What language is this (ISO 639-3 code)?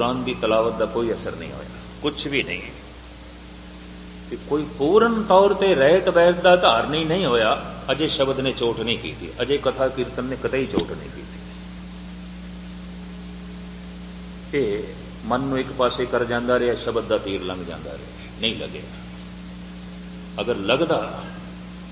pan